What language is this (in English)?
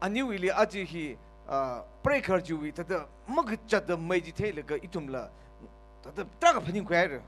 Tangkhul Naga (India)